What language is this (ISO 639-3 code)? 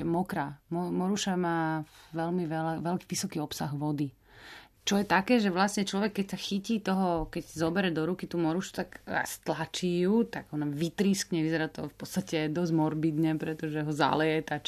slk